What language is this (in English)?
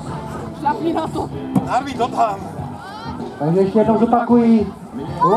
Czech